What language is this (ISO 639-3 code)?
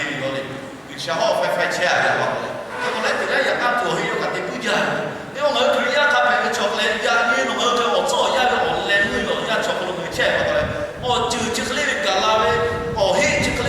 lhu